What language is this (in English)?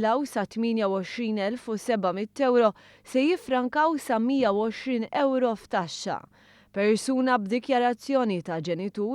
Maltese